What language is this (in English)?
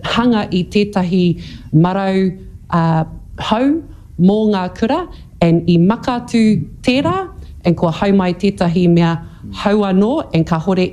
Māori